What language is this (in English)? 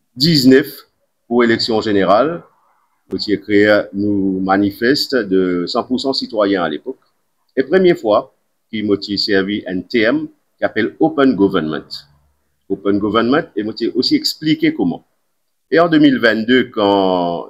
Morisyen